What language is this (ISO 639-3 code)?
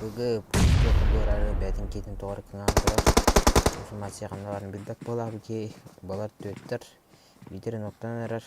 sah